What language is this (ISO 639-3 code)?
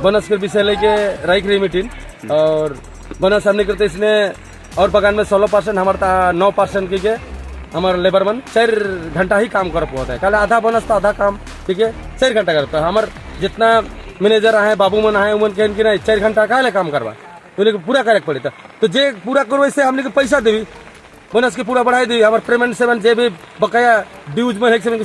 sck